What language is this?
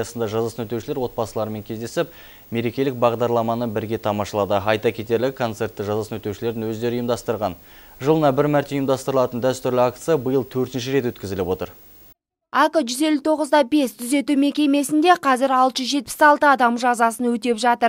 Kazakh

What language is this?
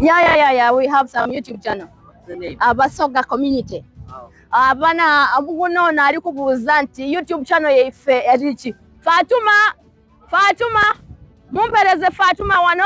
Soga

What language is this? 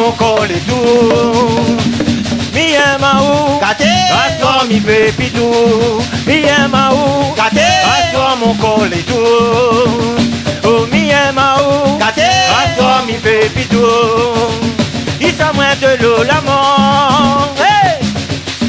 Réunion Creole French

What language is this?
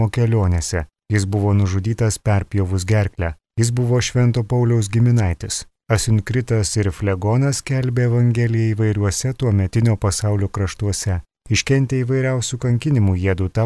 Lithuanian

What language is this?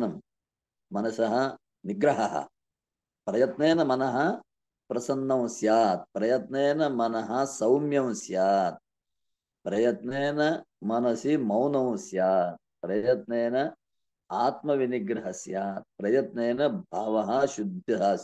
Sanskrit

